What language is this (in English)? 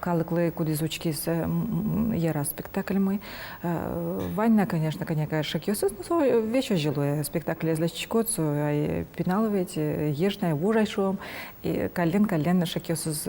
Udmurt